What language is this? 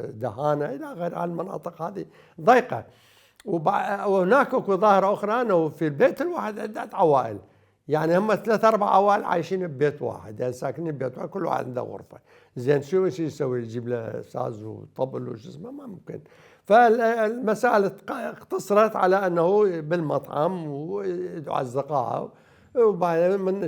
Mesopotamian Arabic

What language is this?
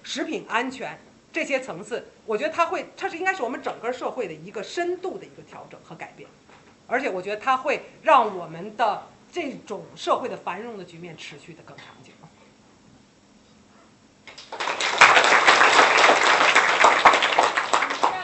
Chinese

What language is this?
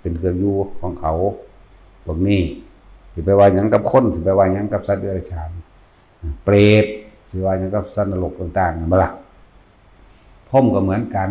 Lao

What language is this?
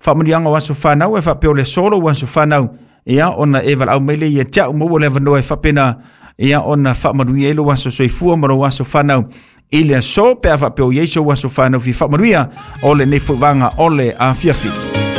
Samoan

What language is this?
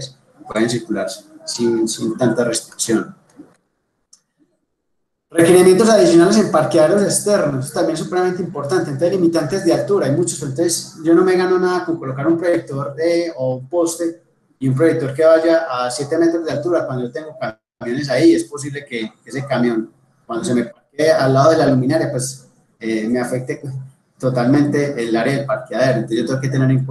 Spanish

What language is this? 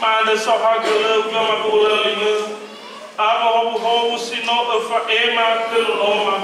Nias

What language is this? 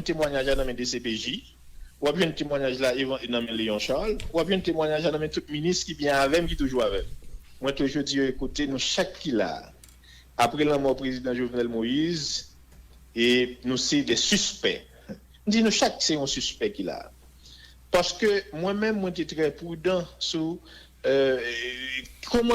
Haitian Creole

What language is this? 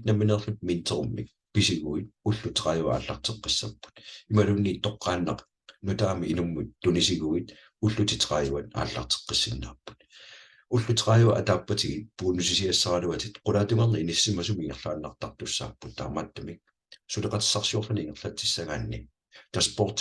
Kalaallisut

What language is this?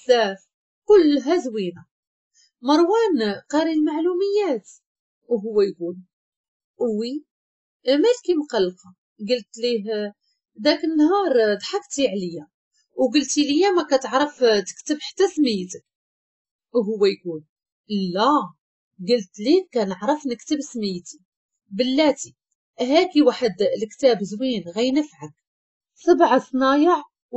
Moroccan Arabic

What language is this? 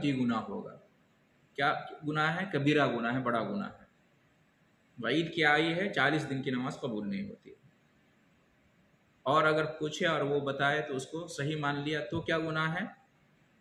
Urdu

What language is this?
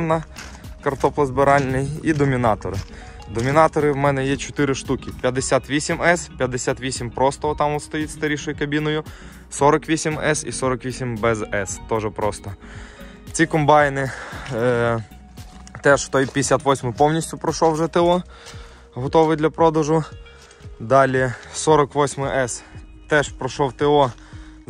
Ukrainian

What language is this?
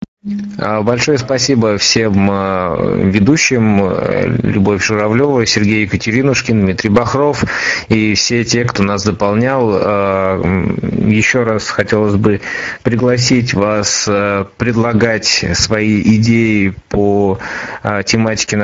Russian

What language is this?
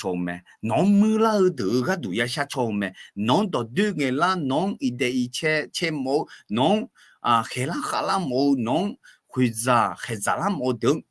Akha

